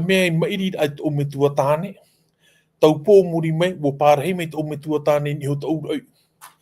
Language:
Tahitian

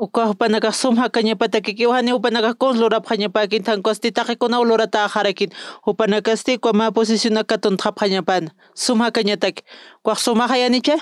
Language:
Aymara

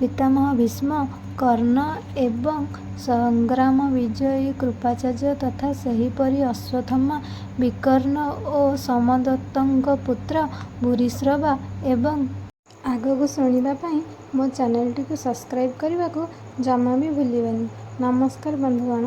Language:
Odia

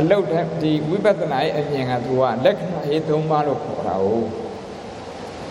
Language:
Burmese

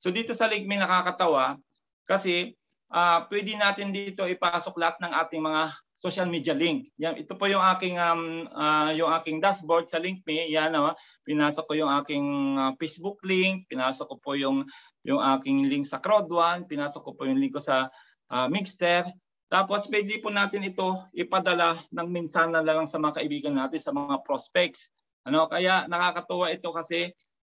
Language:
Filipino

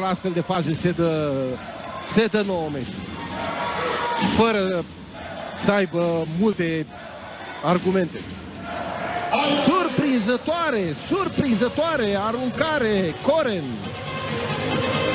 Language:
Romanian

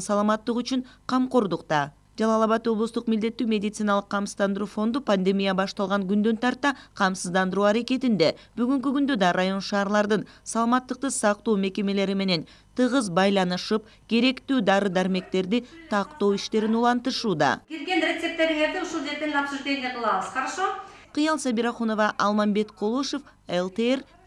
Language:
Kyrgyz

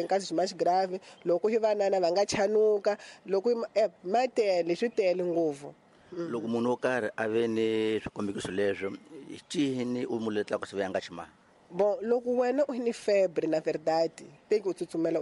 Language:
Tsonga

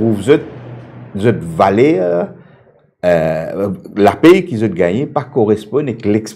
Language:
Morisyen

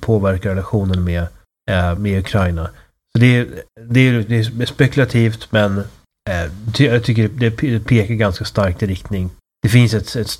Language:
Swedish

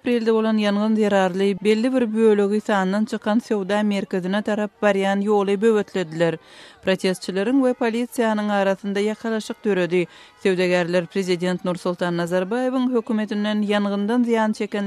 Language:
Turkmen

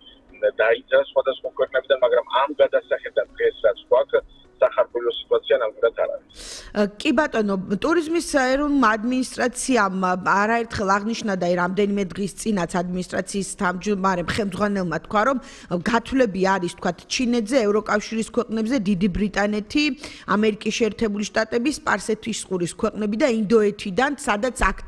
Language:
Georgian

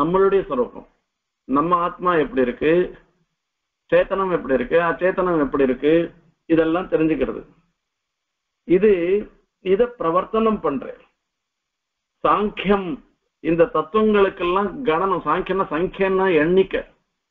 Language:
Tamil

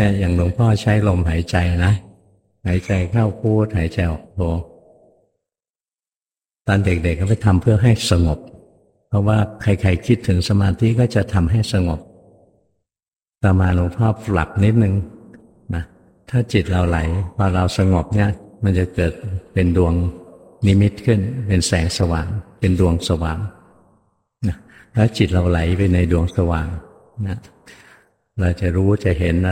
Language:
Thai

